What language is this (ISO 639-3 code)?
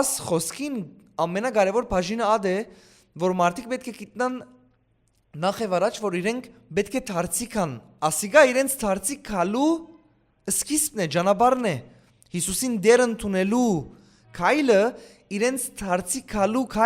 hyw